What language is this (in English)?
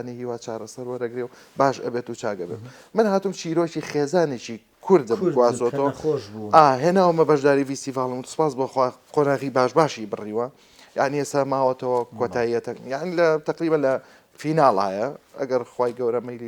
Central Kurdish